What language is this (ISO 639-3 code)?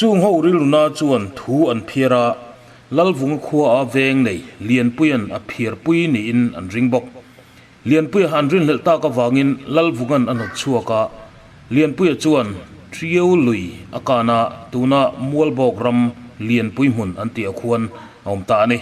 lus